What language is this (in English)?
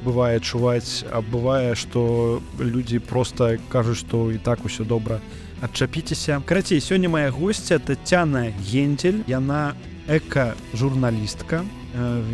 Belarusian